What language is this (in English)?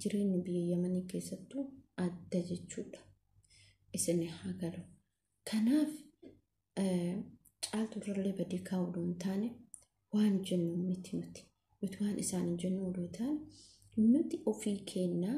Oromo